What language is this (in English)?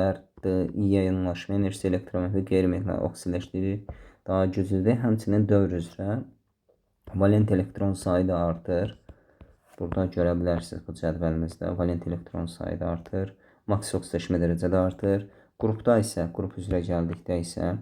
Azerbaijani